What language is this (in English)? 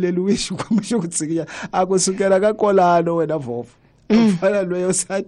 Tsonga